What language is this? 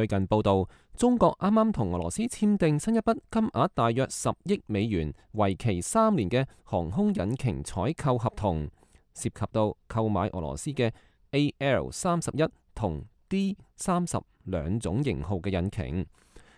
Cantonese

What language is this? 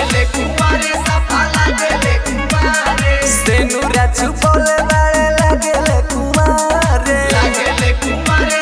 Bhojpuri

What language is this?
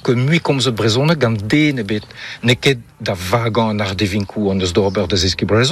Breton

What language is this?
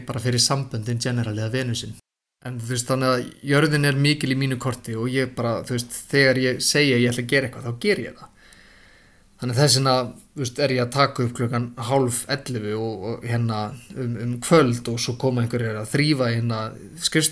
Icelandic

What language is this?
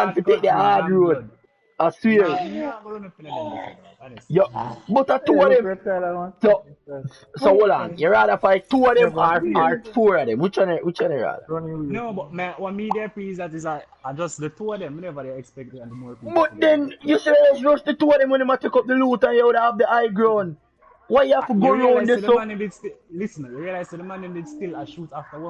Jamaican Creole English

